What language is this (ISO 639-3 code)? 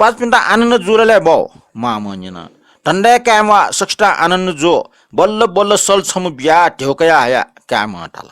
new